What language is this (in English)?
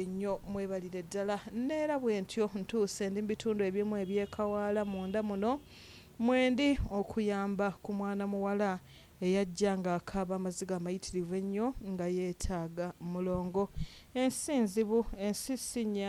Ganda